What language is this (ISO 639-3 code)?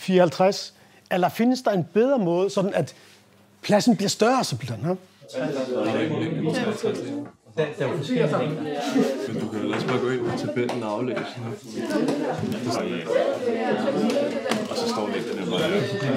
dan